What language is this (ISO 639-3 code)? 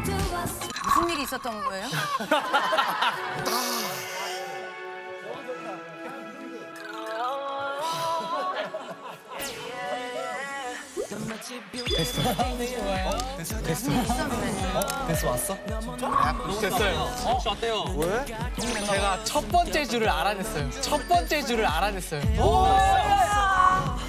kor